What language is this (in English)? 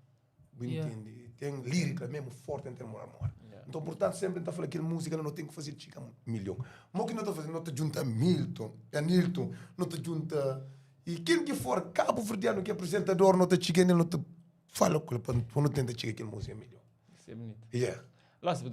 Kabuverdianu